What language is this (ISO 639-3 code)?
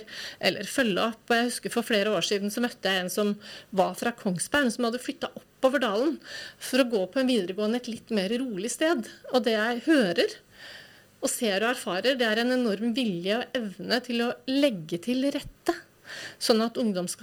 nor